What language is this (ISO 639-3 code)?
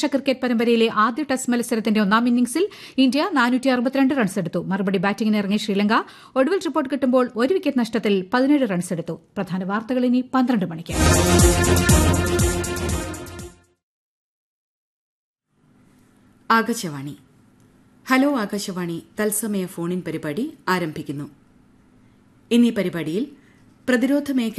mal